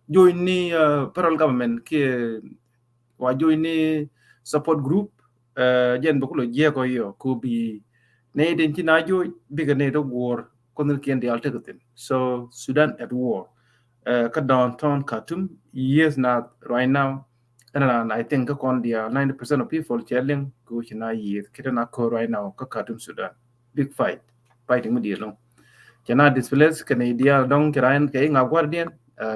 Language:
Nuer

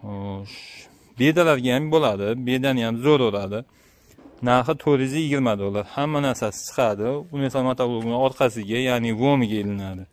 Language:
Uzbek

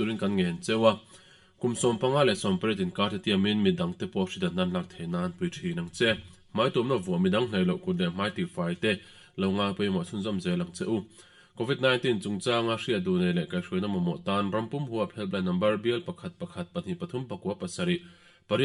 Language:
Mizo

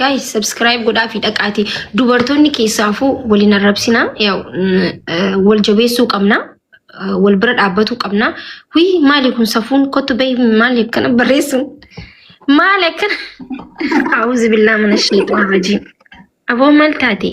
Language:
Oromo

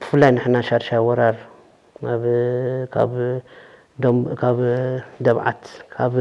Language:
Tigrinya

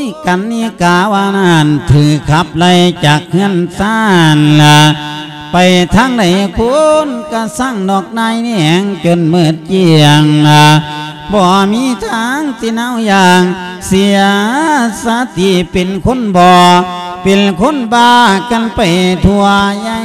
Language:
Lao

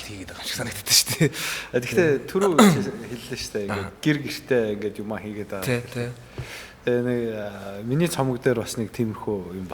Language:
Mongolian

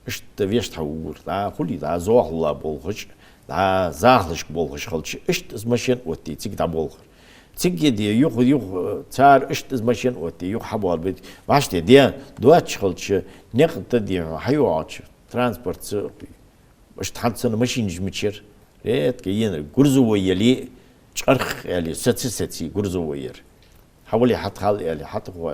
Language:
Ingush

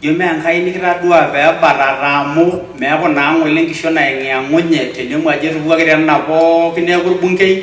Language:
Masai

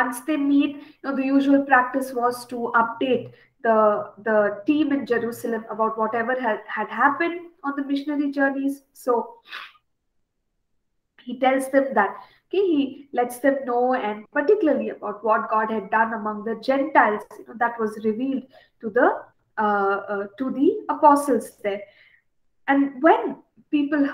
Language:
English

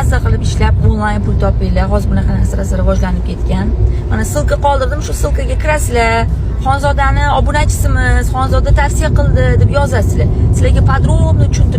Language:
Uzbek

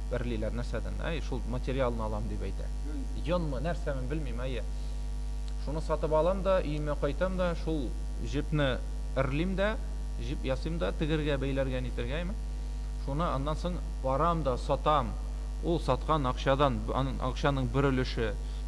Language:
Tatar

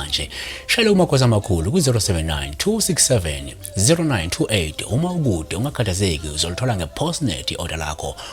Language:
Zulu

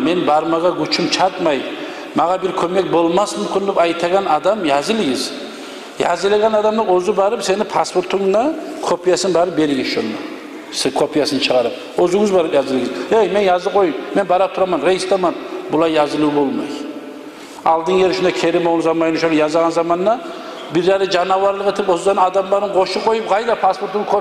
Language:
Kumyk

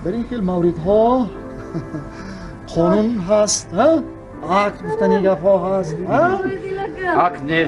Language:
Tajik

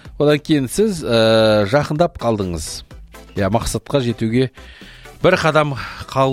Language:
Kazakh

